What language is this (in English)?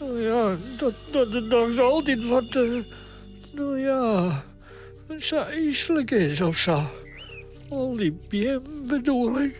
Western Frisian